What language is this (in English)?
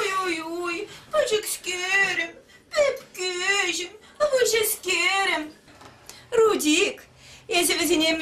Chuvash